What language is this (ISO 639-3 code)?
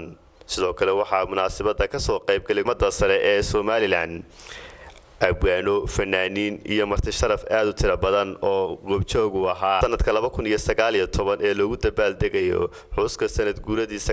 som